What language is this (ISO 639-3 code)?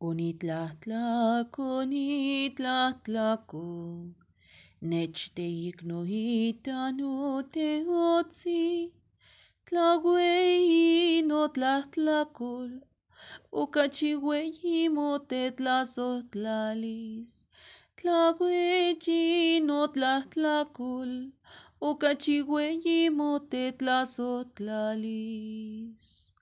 nhe